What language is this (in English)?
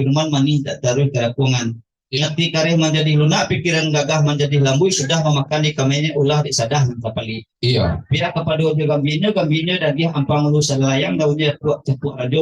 Minangkabau